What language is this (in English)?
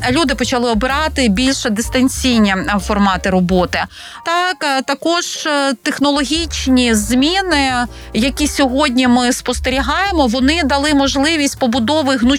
Ukrainian